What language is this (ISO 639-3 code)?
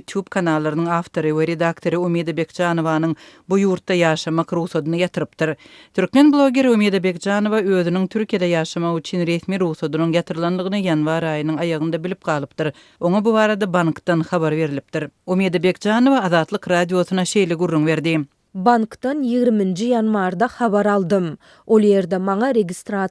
tuk